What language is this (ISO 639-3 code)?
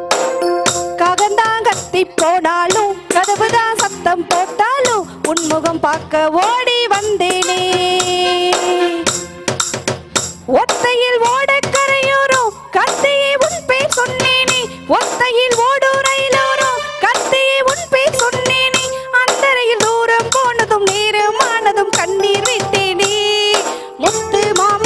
tam